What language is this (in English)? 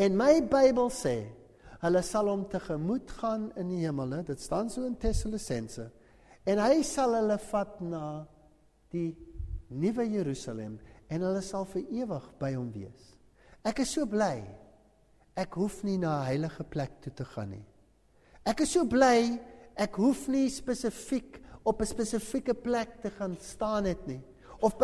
Afrikaans